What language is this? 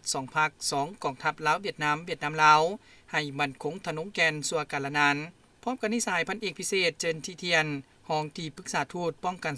Lao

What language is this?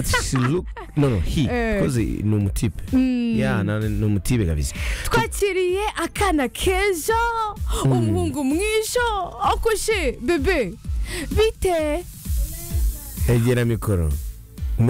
Kinyarwanda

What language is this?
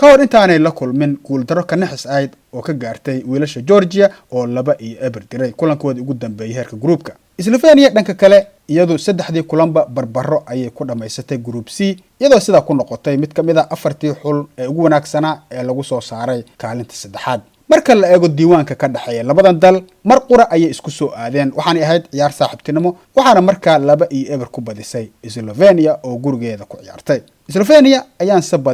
Somali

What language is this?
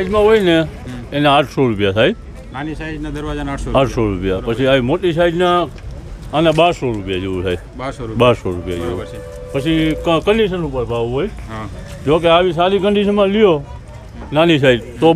Gujarati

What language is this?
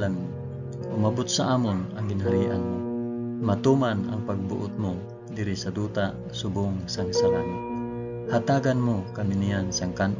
Hiligaynon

